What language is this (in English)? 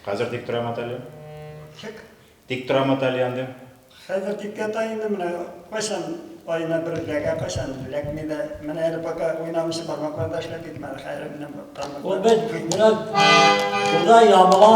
Tatar